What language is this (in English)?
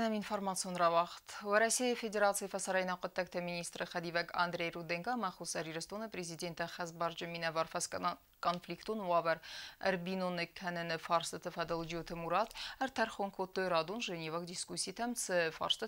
Ossetic